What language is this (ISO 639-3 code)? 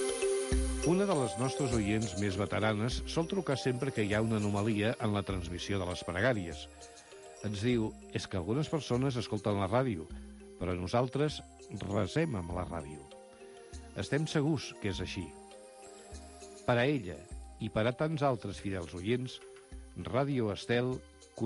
cat